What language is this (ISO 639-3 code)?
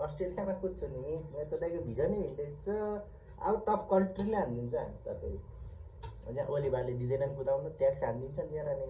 nep